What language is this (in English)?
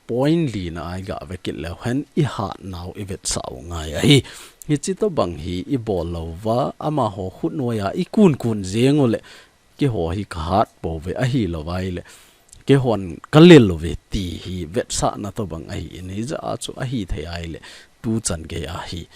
Thado Chin